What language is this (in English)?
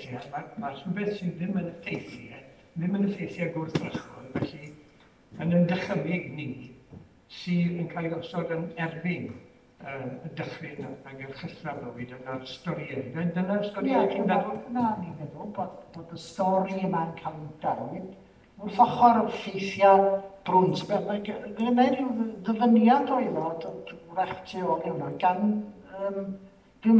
Welsh